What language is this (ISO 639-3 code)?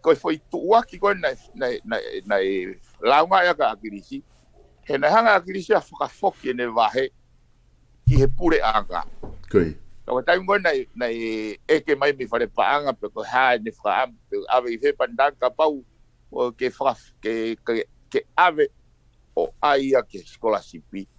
ton